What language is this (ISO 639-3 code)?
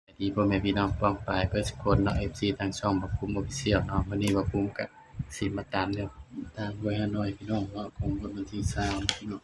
tts